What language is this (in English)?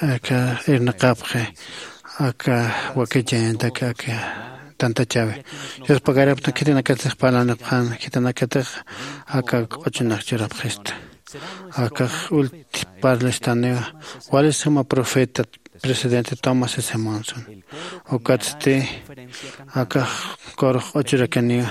Aymara